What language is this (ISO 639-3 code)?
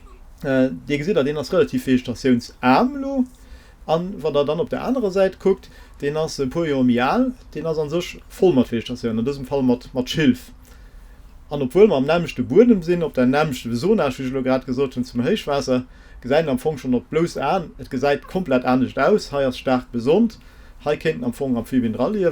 ltz